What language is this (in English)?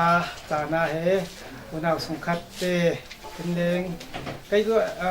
Falam Chin